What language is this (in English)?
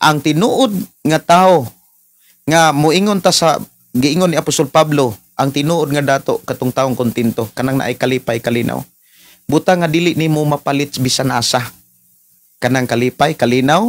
Cebuano